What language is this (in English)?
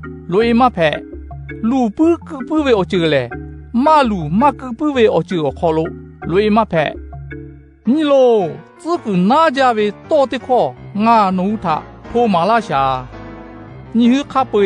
Lahu